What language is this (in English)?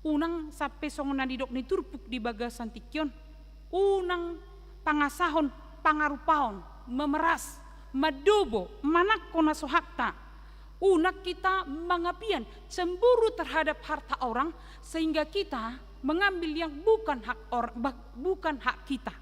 Batak Toba